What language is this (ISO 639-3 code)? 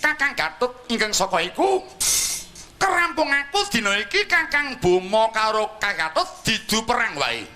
jav